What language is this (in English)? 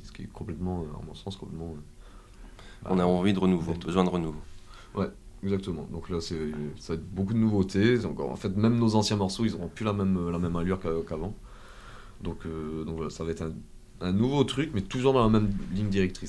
French